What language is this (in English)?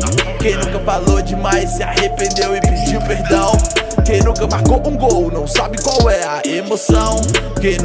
Portuguese